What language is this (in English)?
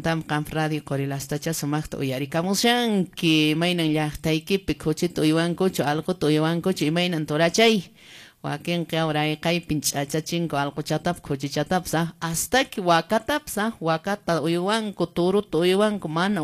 Quechua